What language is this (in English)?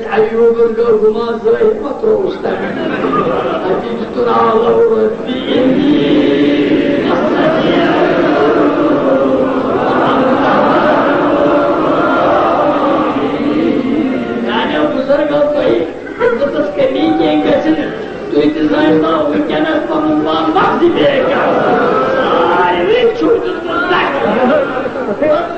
Kashmiri